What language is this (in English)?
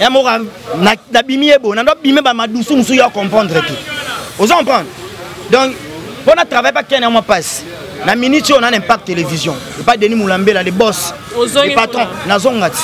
Lingala